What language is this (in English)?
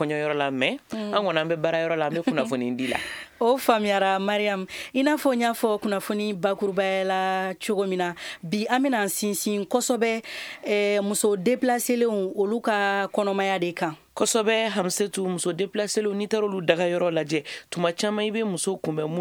Bambara